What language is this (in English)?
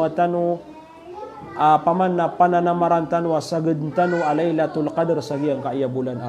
Maranao